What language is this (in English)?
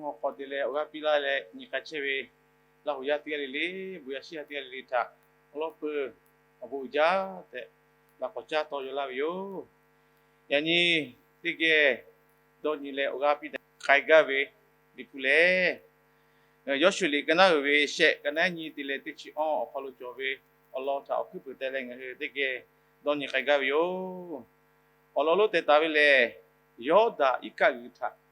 Lahu